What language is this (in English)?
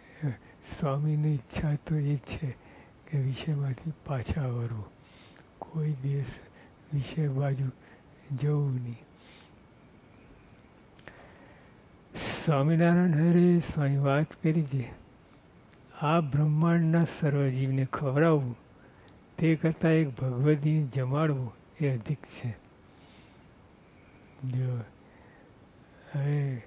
Gujarati